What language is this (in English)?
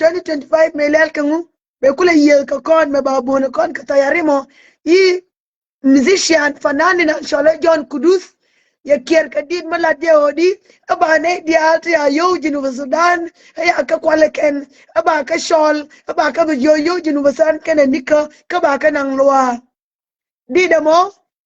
Nuer